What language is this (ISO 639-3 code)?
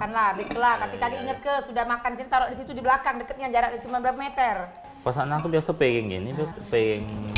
mui